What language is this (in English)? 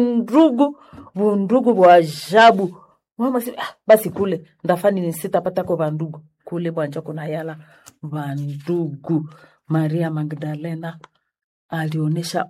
Swahili